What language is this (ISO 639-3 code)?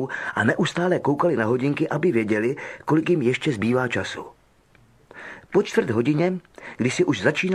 ces